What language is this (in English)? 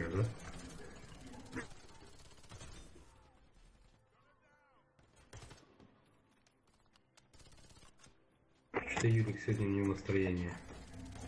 Russian